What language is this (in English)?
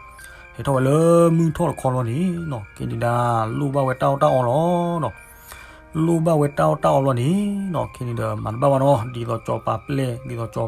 S'gaw Karen